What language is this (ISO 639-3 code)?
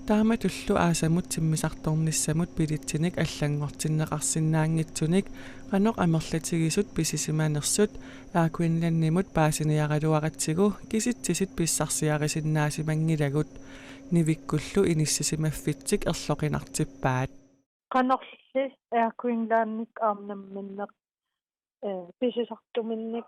kal